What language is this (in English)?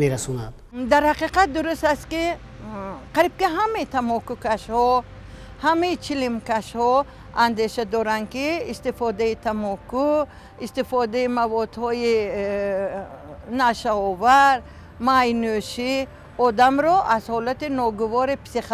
Tajik